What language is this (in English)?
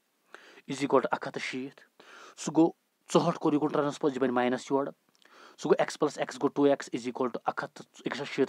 Kashmiri